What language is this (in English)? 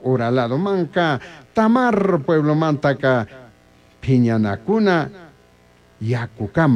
Chimborazo Highland Quichua